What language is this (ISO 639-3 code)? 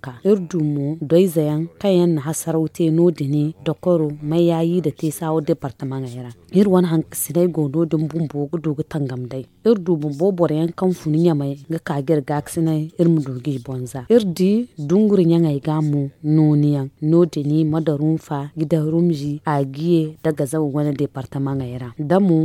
dje